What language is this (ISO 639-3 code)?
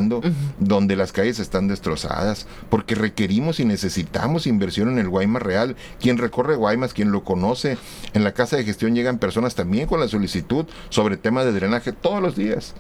spa